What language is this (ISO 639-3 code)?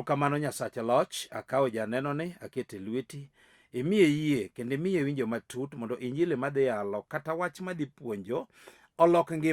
luo